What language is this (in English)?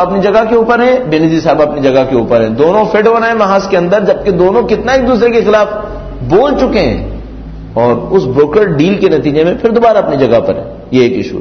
Urdu